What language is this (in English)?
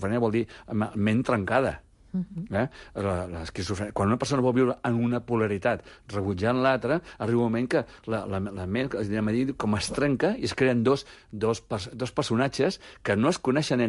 Catalan